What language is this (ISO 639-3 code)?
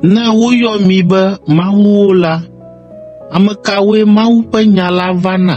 ewe